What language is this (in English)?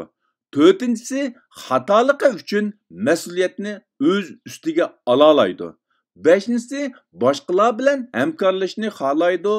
Uyghur